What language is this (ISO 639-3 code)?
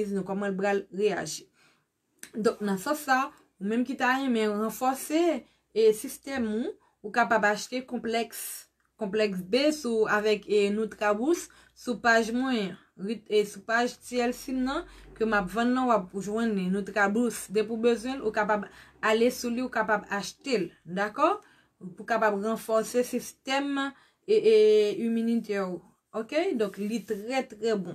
hat